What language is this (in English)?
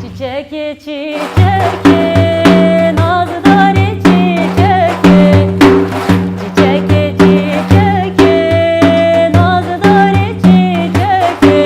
Kurdish